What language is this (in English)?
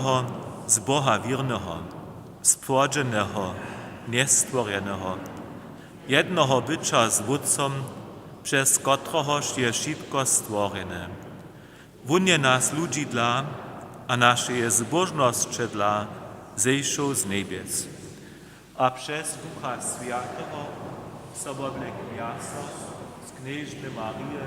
Upper Sorbian